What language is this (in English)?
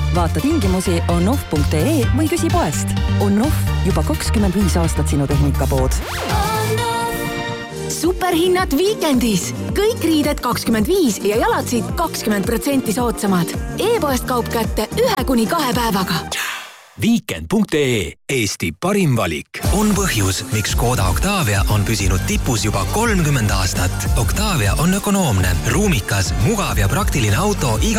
Estonian